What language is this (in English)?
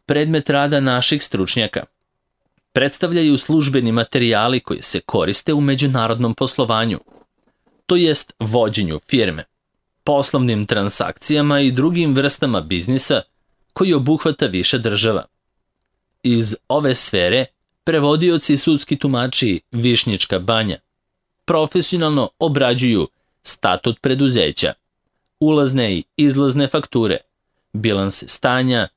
Serbian